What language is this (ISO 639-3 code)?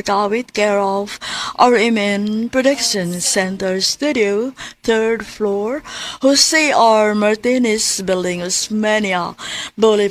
ceb